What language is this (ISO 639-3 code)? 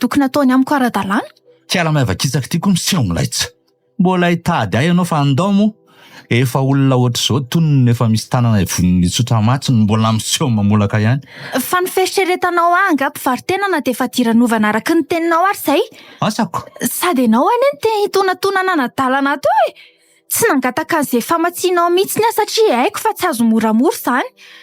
mlg